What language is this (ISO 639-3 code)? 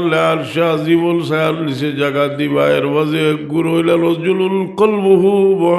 syl